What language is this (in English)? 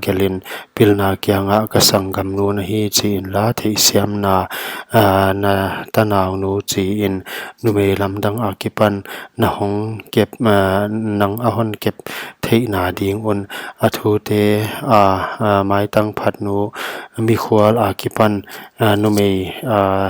Paite Chin